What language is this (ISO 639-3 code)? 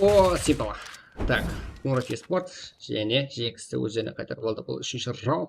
kaa